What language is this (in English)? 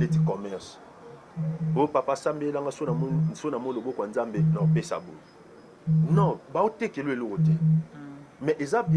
Lingala